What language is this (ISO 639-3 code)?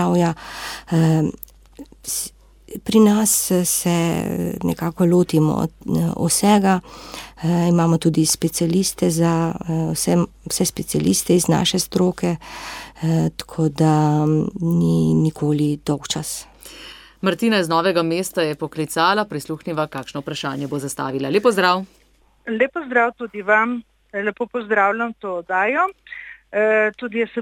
slv